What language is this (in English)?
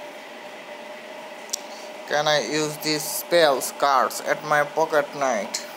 English